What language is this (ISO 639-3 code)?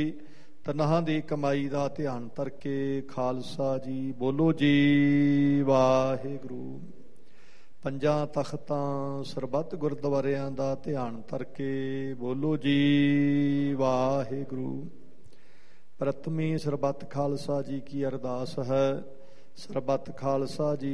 pan